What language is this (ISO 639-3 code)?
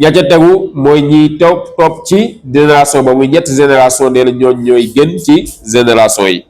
wol